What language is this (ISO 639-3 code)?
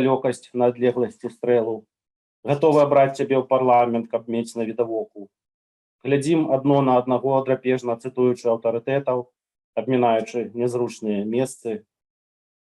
bel